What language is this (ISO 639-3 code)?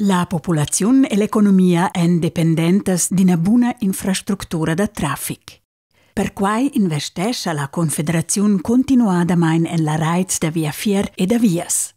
roh